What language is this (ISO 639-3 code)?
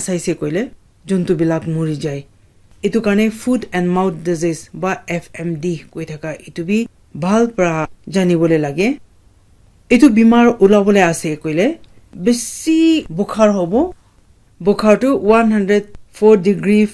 nag